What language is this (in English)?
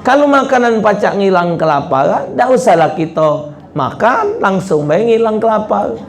Musi